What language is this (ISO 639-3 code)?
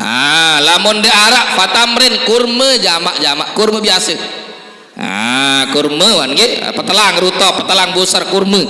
sas